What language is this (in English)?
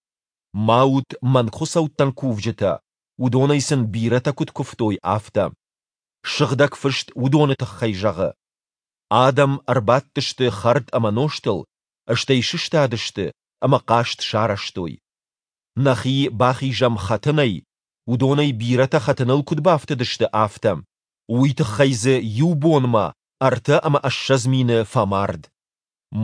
Ossetic